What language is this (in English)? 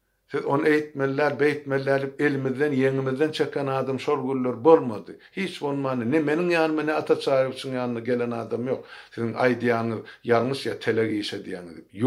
Turkmen